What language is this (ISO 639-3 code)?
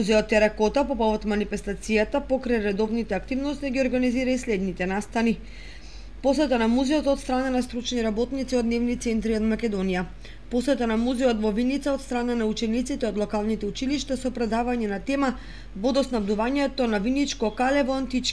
mkd